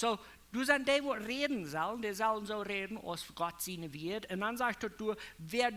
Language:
Plautdietsch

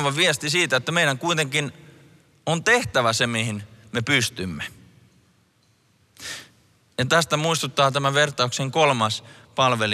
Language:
Finnish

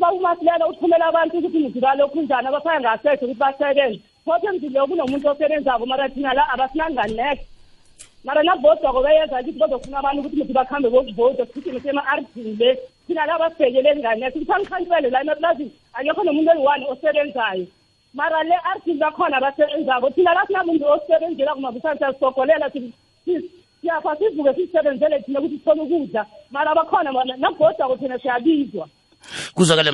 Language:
South Ndebele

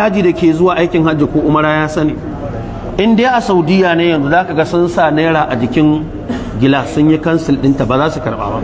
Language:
Hausa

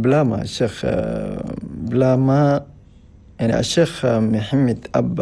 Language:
Chadian Arabic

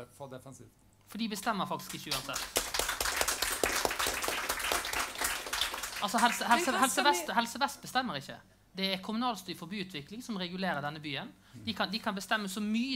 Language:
Norwegian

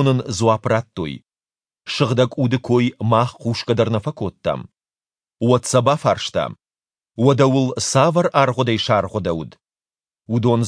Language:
Ossetic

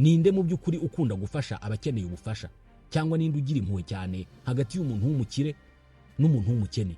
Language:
Kinyarwanda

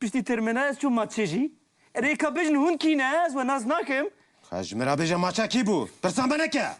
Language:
Kurdish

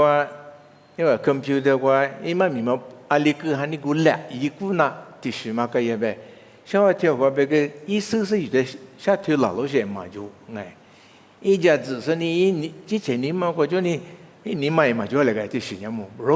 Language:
Lisu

